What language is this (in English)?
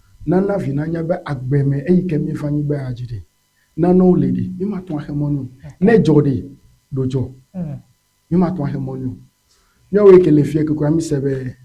Ewe